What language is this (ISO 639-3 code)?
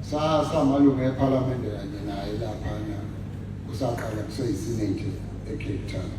zul